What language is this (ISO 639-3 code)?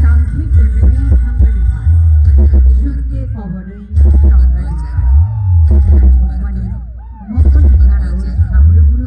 trp